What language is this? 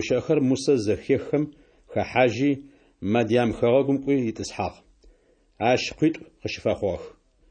Adyghe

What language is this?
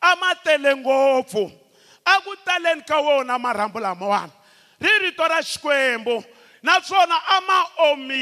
Tsonga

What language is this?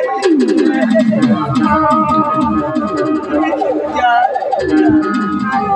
Bhojpuri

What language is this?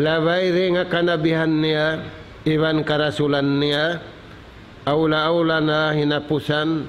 Tausug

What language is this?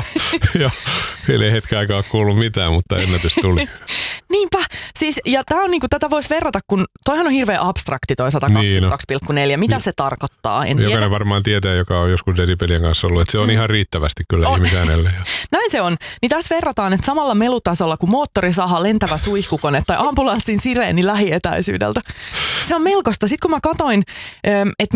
Finnish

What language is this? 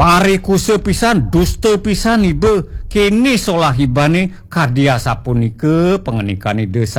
Balinese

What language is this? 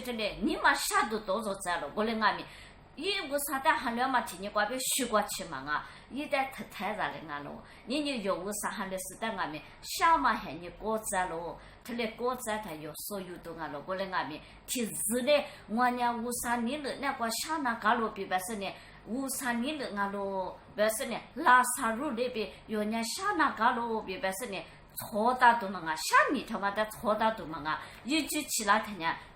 Lisu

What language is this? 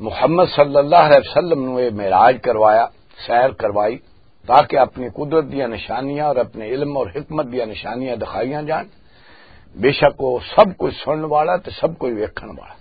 Western Panjabi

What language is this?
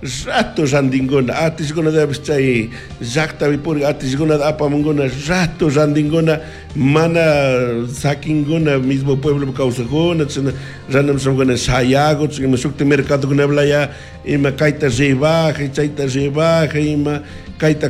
Chimborazo Highland Quichua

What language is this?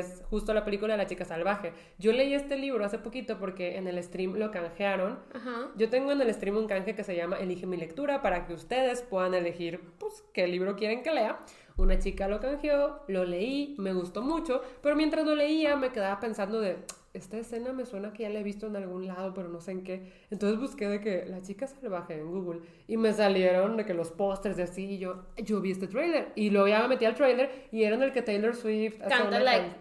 Spanish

